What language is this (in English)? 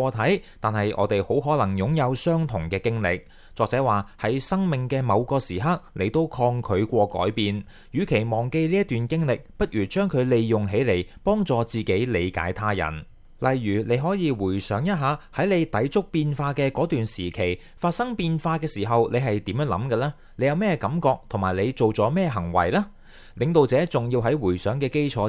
Cantonese